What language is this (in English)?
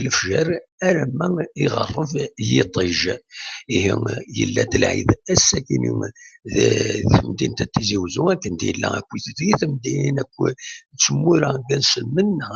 Kabyle